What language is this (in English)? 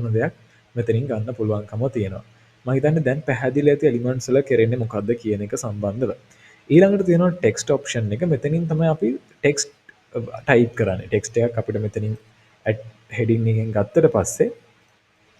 Sinhala